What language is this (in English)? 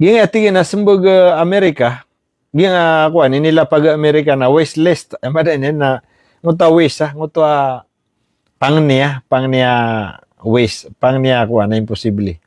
Maranao